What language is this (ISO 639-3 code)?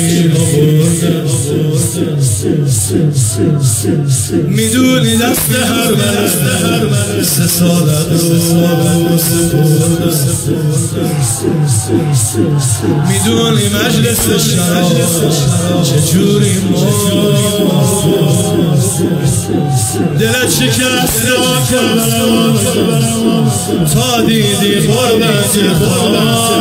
fas